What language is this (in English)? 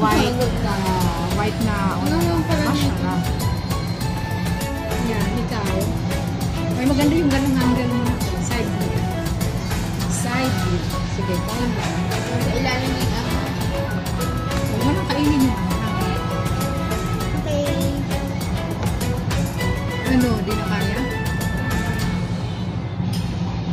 Filipino